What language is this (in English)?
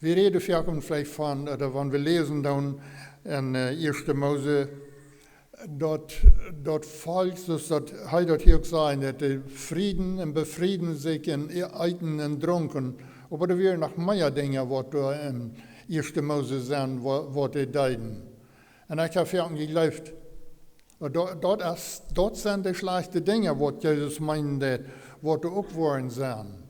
Plautdietsch